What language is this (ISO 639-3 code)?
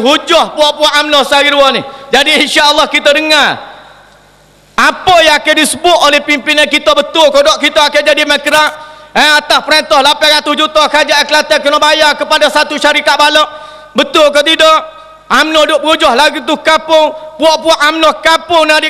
msa